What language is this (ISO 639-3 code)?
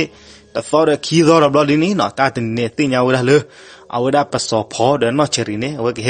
ksw